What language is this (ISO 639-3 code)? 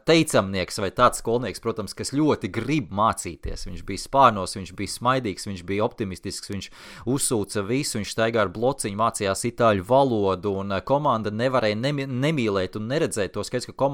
lav